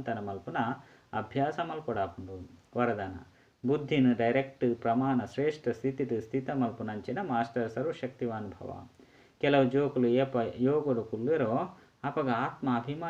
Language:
Tulu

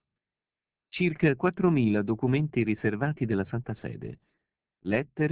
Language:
Italian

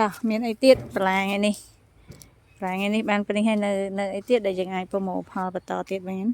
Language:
Khmer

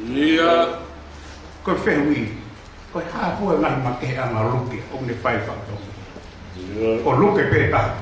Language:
Tongan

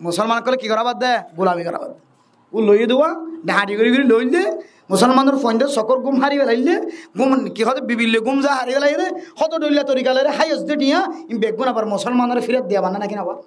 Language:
Rohingya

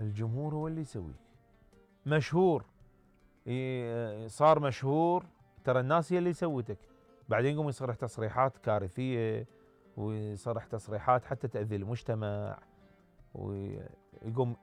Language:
Mesopotamian Arabic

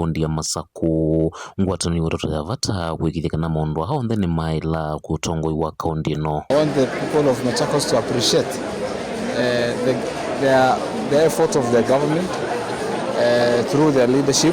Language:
Kamba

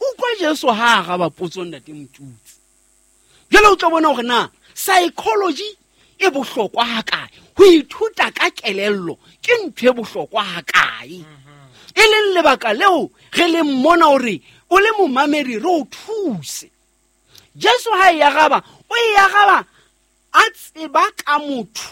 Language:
Southern Sotho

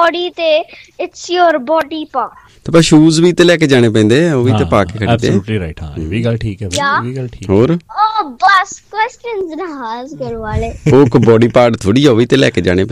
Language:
Punjabi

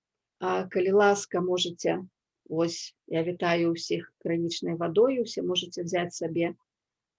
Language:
Belarusian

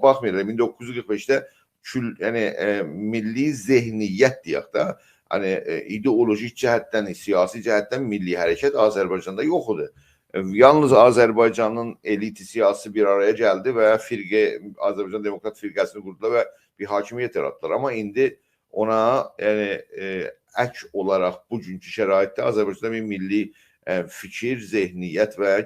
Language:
South Azerbaijani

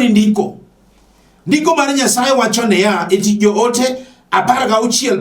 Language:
Luo (Kenya and Tanzania)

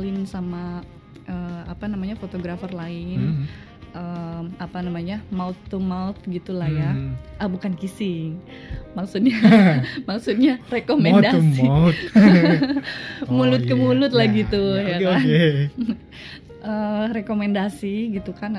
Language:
Indonesian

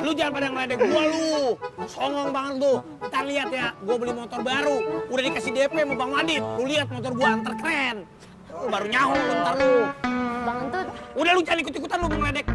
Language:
Betawi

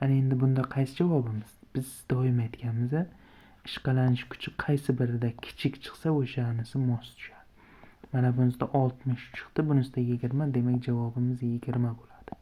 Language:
Uzbek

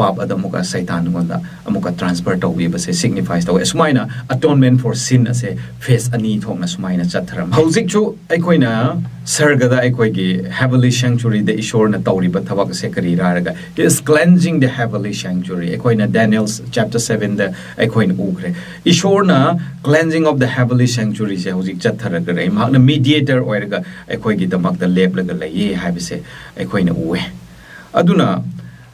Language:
Manipuri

